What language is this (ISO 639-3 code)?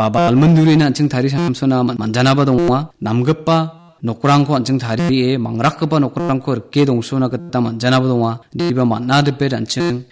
grt